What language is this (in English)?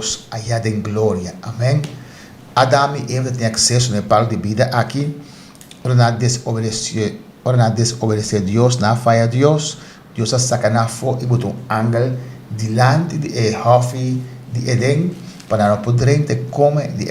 Papiamento